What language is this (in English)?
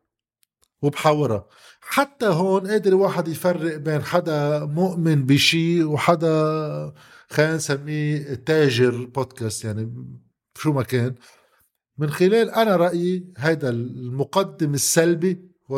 North Levantine Arabic